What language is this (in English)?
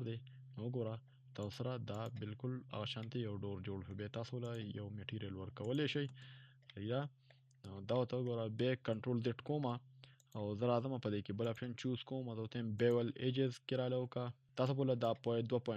Pashto